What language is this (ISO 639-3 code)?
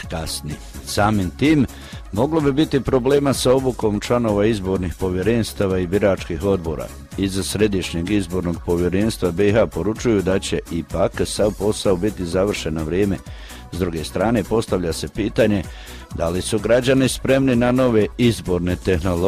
hrv